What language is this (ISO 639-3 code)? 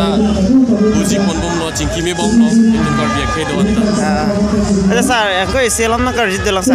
mjw